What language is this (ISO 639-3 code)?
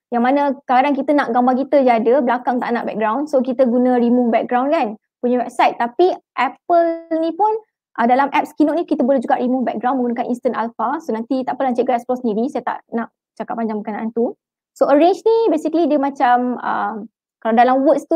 msa